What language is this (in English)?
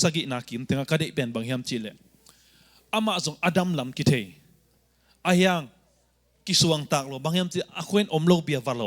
Tedim Chin